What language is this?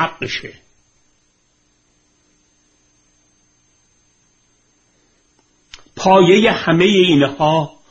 Persian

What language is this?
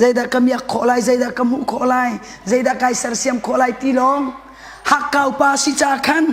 Hakha Chin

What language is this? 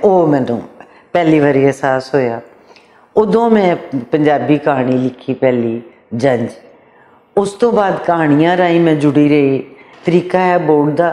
Western Panjabi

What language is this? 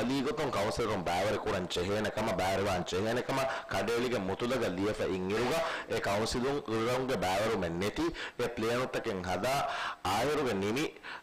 Divehi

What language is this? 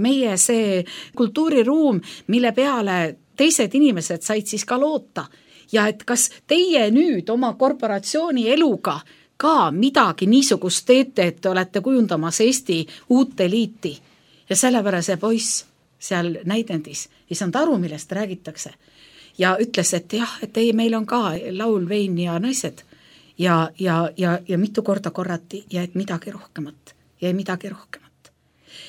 Estonian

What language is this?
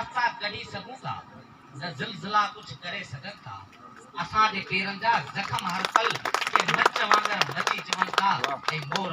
Sindhi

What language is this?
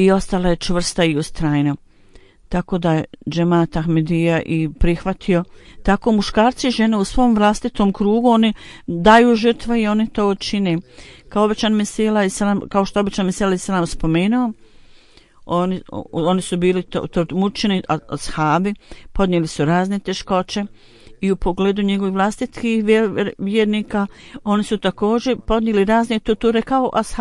Bosnian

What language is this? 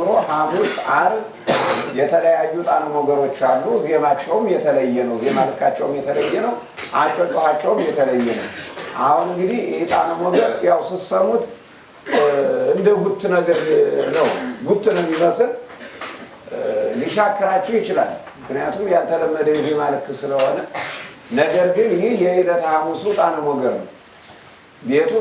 Amharic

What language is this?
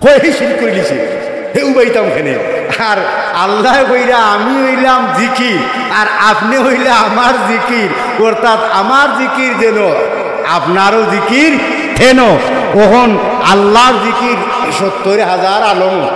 Sylheti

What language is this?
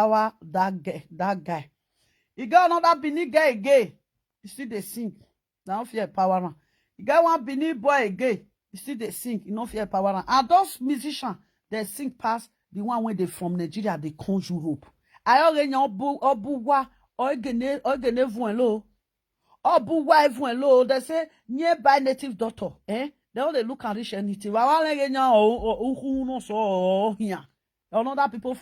Nigerian Pidgin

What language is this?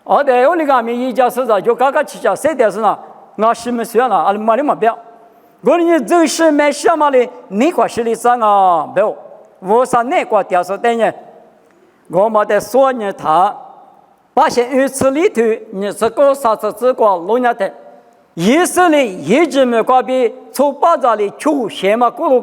Lisu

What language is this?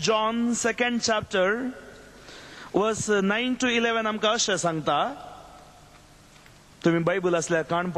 Konkani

